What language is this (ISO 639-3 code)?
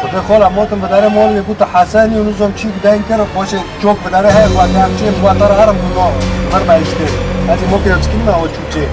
kur